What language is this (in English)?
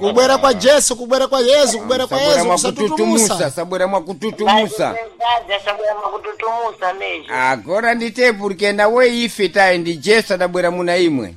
Sena